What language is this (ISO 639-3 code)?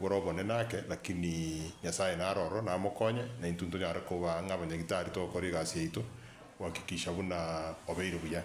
guz